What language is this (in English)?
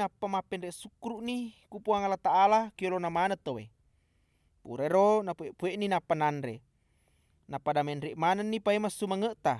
Buginese